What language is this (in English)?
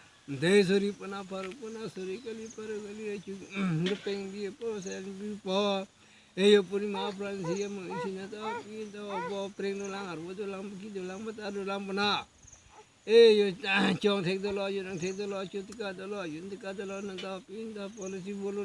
Karbi